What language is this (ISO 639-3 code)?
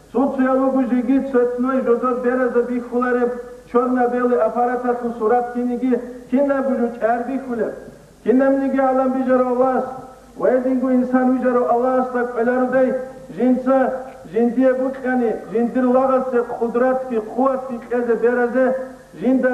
ava